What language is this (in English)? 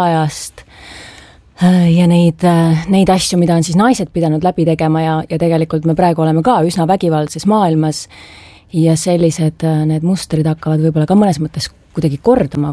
Estonian